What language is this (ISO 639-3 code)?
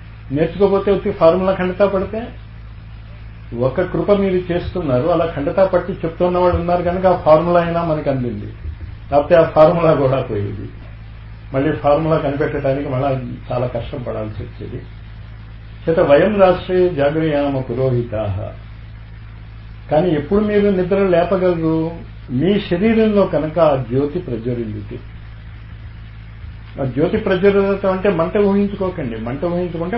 tel